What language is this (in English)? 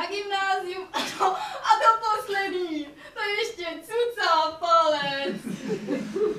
Czech